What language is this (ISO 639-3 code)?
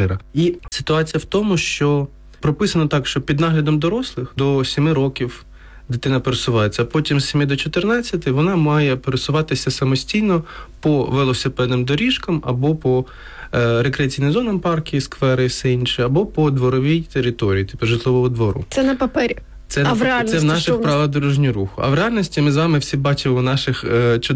ukr